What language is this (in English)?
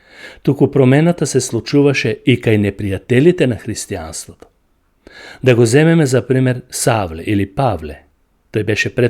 Macedonian